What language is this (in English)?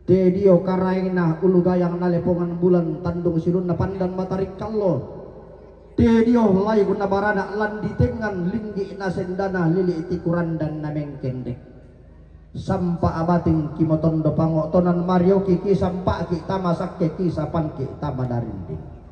Toraja-Sa'dan